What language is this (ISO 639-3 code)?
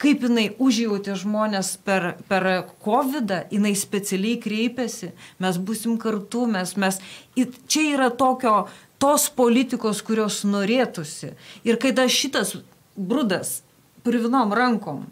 lit